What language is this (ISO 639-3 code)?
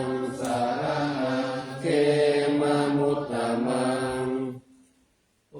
pli